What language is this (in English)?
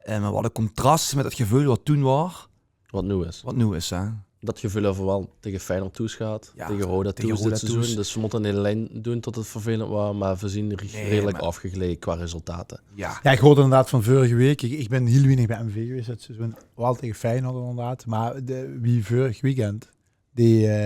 Limburgish